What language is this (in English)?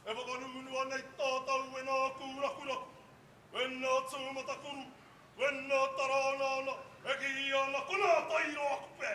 Māori